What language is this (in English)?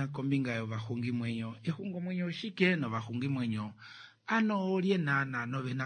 Kuanyama